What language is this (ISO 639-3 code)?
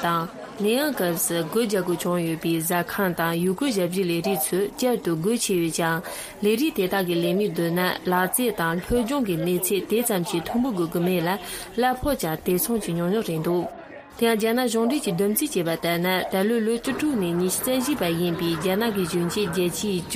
bod